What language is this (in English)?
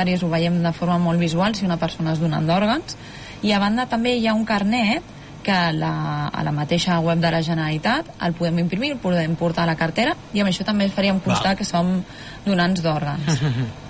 Catalan